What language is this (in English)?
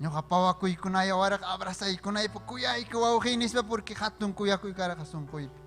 Ayacucho Quechua